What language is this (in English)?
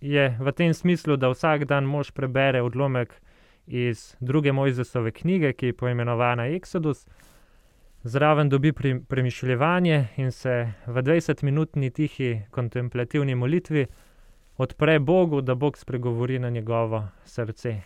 Slovenian